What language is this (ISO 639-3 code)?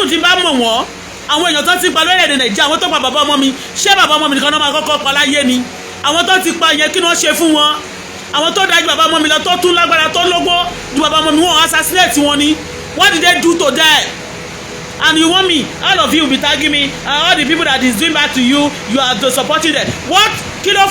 yor